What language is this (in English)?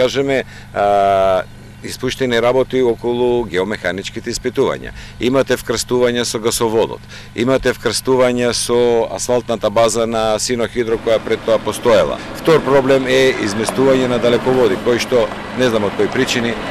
Macedonian